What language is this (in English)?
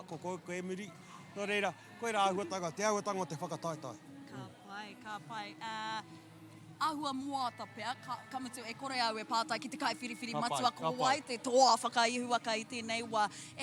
Māori